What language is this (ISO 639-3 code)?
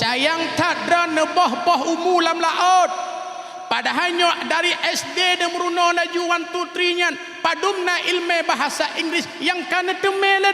ace